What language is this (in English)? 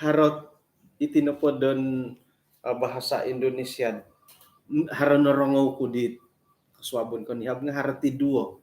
Central Dusun